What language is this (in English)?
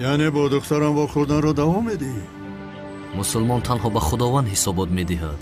Tajik